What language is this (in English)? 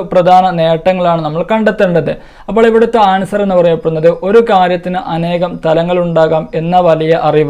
Malayalam